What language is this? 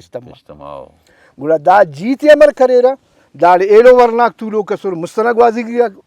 Brahui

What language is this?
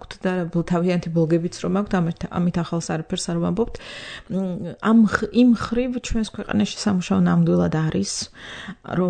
Georgian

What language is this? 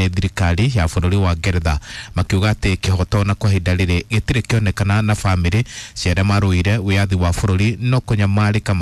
Kikuyu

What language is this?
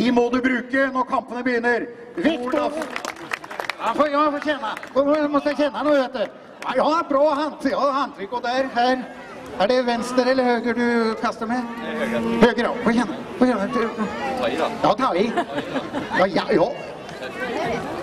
Norwegian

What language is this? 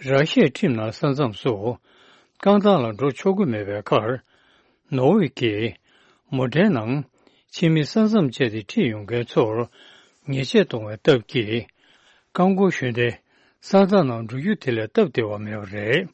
Tibetan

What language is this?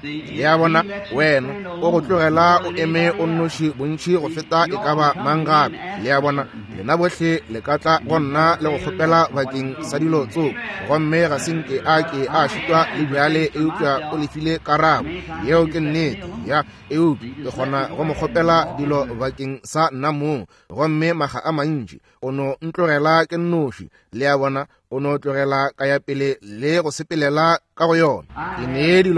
Northern Sotho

